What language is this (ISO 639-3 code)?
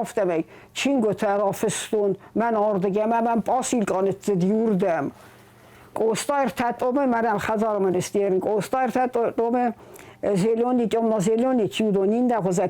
oss